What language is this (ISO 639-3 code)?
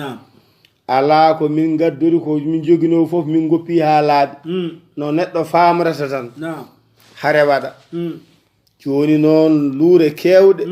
ful